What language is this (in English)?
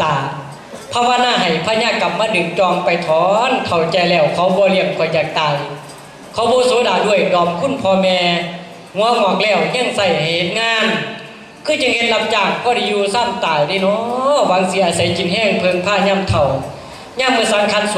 Northeastern Thai